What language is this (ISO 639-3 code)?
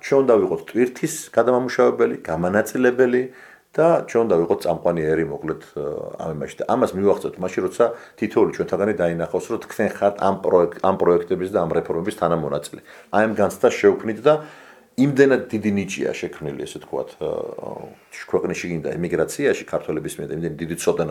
kat